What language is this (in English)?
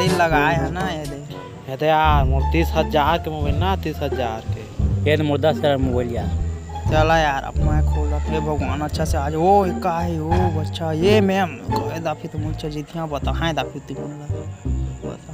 Chhattisgarhi